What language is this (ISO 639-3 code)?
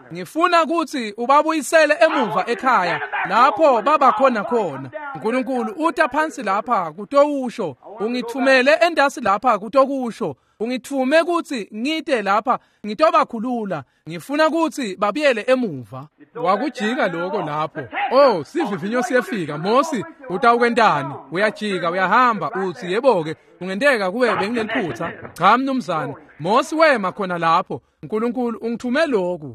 ssw